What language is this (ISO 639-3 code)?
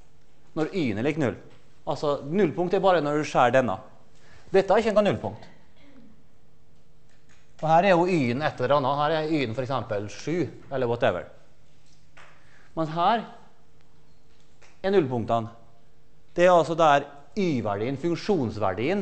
nor